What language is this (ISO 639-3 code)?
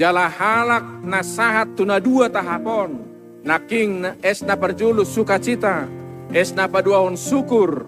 bbc